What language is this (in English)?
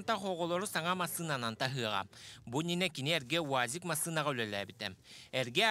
Yakut